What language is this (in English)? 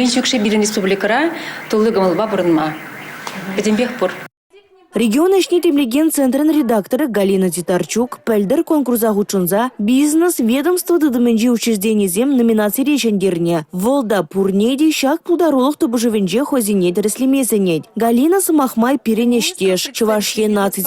Chuvash